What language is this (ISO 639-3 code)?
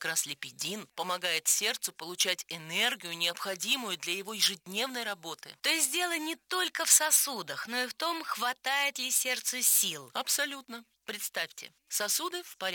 rus